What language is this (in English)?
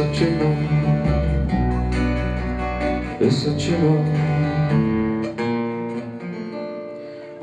Czech